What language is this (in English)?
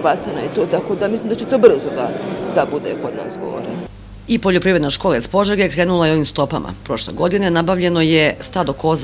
Serbian